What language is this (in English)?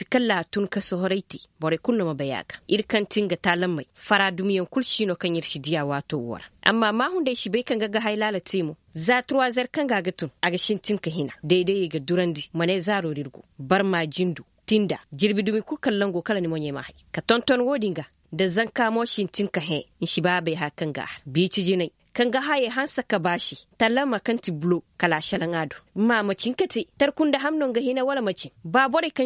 Koyraboro Senni